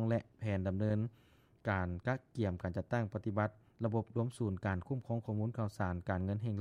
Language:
Lao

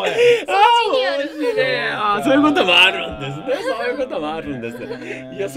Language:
Japanese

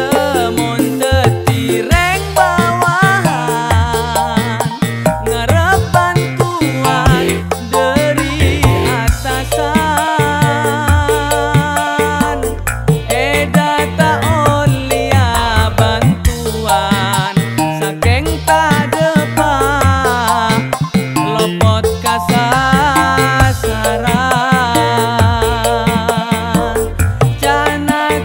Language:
Madurese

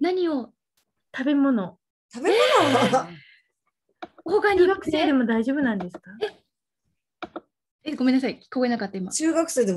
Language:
Japanese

